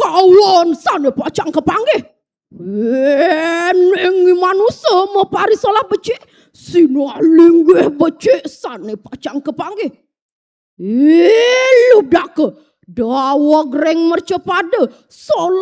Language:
Balinese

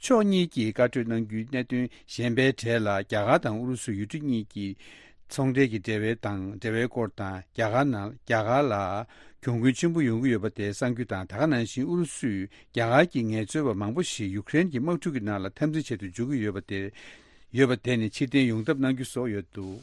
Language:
Tibetan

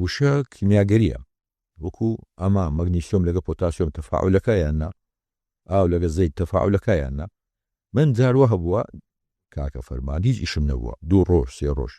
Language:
Central Kurdish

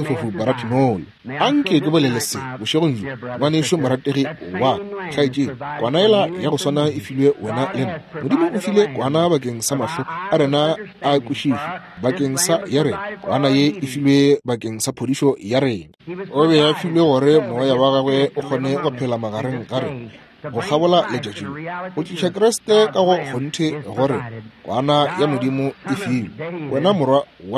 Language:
Northern Sotho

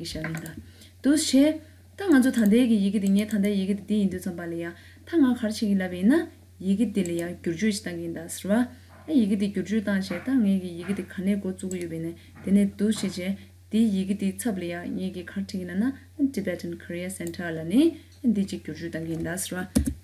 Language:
Tibetan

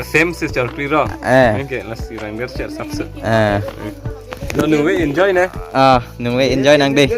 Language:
Karbi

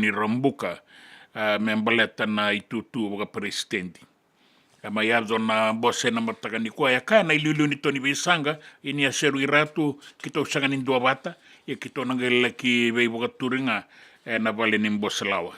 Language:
Fijian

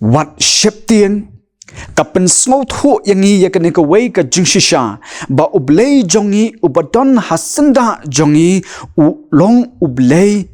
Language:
Khasi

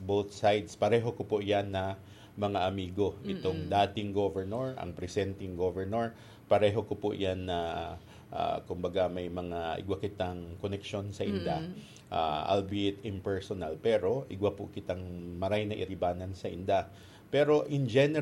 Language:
Bikol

